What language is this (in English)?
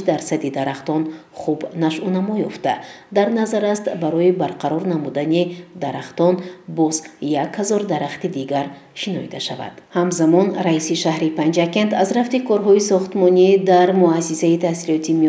Tajik